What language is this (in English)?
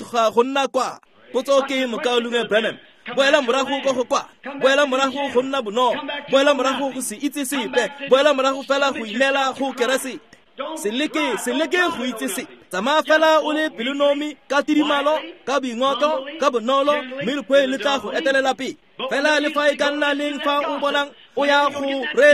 Tswana